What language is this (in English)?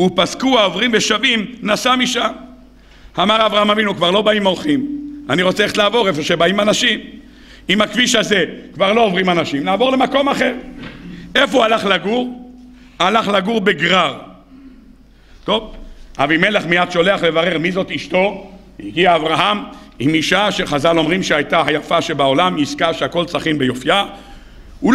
Hebrew